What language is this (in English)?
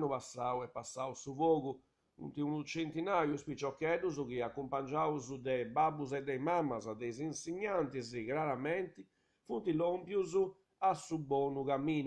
Sardinian